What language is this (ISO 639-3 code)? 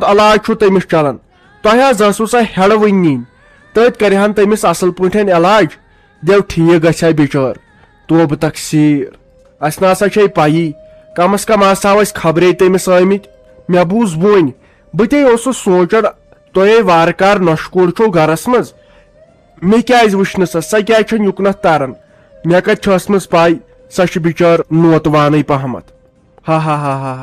kas